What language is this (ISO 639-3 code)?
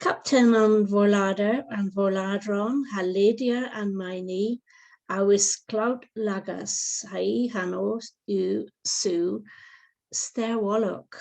cor